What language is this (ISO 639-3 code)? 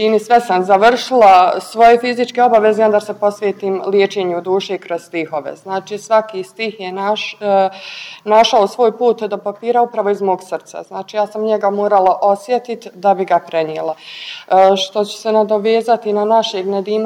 bos